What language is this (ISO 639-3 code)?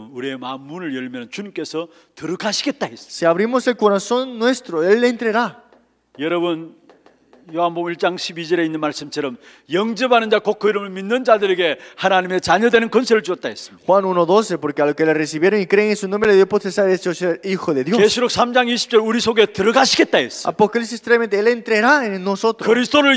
kor